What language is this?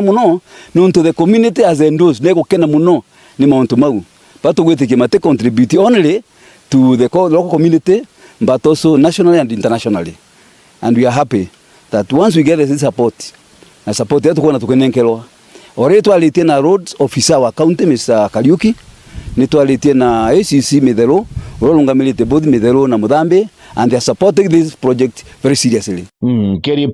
Meru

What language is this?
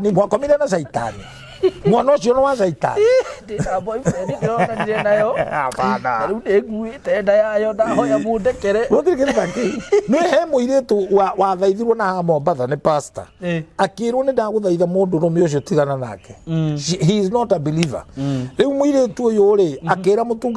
Kikuyu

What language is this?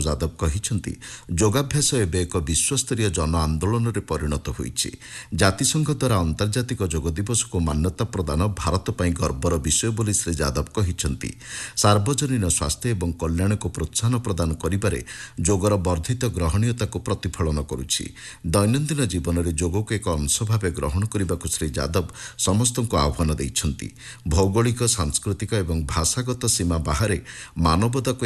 Odia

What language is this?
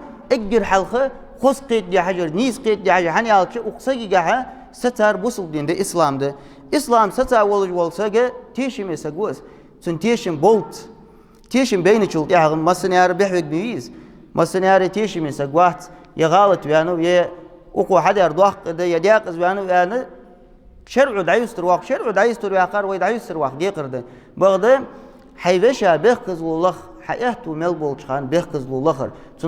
Ingush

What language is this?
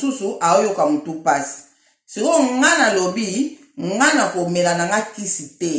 Lingala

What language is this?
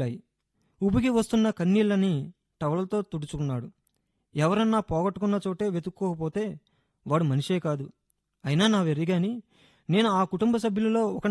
Telugu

